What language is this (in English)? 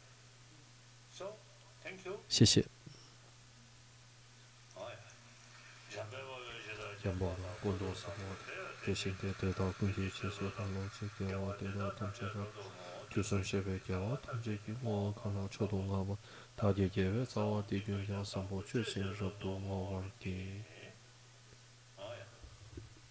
Chinese